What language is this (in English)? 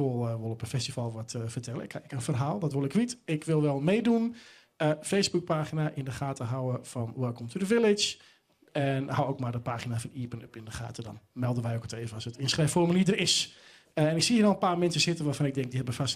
Western Frisian